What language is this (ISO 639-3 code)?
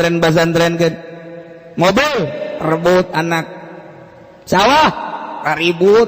sun